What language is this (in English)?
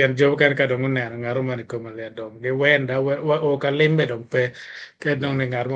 Acoli